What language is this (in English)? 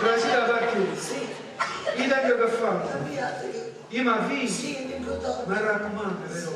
Neapolitan